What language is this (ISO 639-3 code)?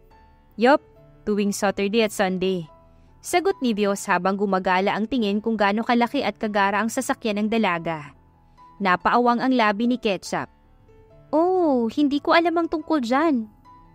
fil